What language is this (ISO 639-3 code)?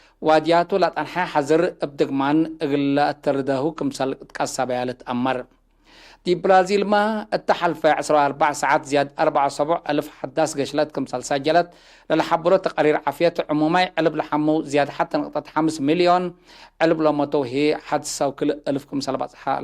tig